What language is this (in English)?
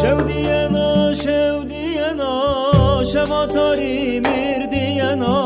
Zaza